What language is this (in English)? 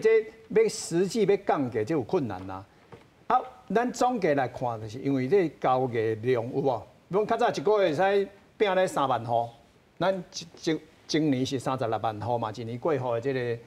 Min Nan Chinese